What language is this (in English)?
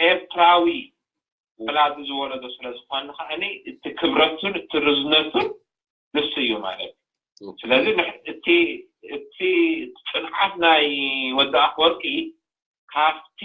Tigrinya